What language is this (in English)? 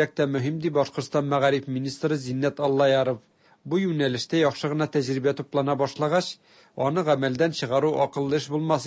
Tatar